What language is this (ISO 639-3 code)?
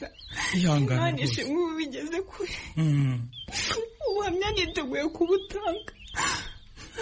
kin